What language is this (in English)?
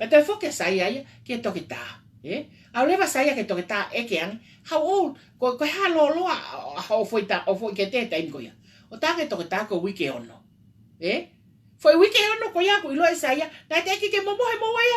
Tongan